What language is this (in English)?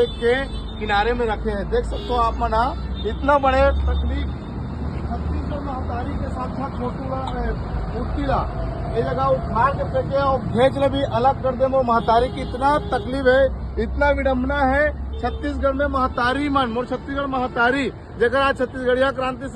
Chhattisgarhi